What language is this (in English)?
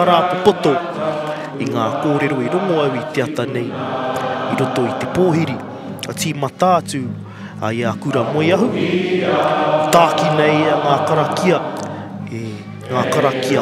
Māori